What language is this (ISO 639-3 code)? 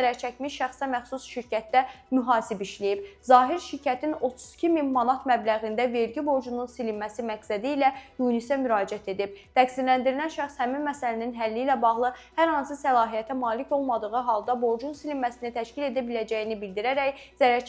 aze